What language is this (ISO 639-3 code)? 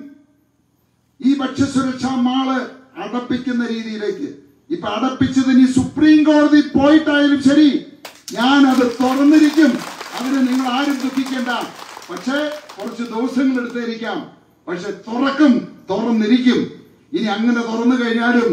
mal